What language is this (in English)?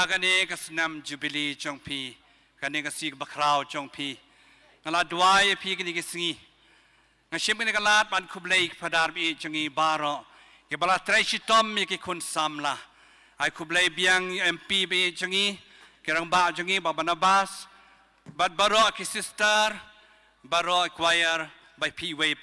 Khasi